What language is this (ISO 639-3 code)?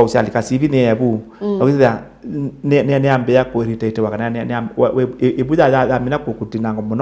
kam